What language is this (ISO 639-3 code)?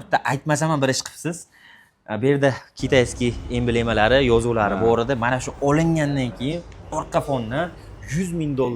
uzb